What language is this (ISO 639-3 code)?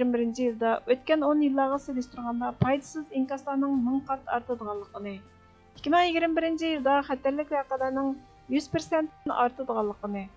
uig